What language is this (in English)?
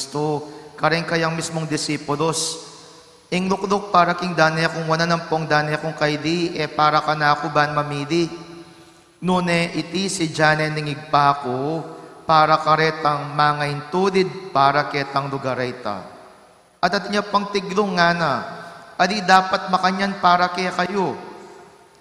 Pampanga